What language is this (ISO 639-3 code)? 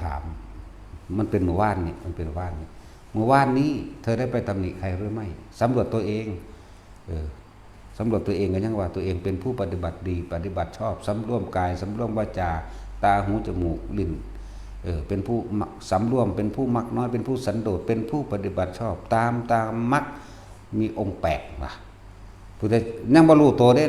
tts